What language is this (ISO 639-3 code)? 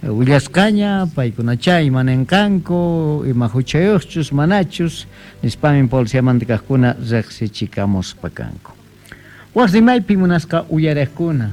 que